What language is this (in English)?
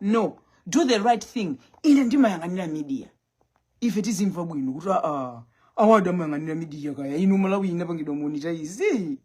Nyanja